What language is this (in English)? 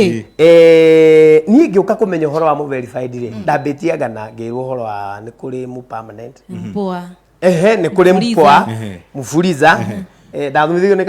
Kikuyu